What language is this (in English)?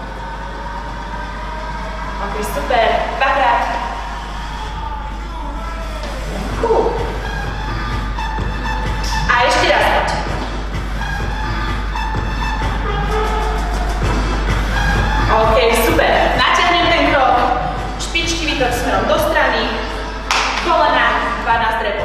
Slovak